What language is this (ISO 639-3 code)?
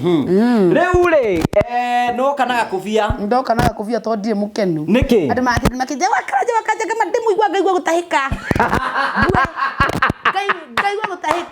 kik